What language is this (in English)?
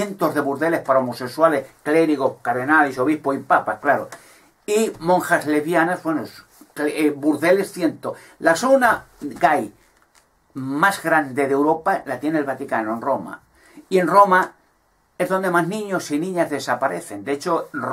Spanish